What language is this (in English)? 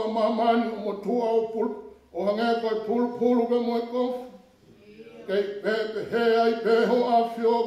Tongan